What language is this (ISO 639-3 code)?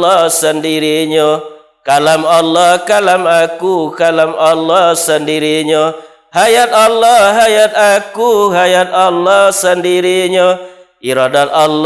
min